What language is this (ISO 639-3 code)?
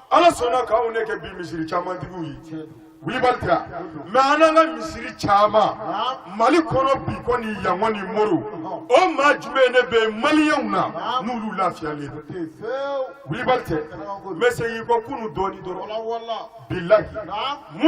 bam